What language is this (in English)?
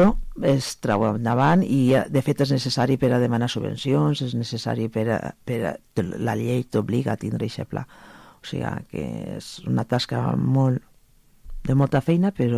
Catalan